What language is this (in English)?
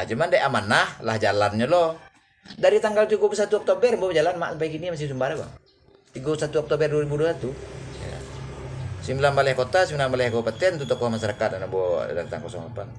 Minangkabau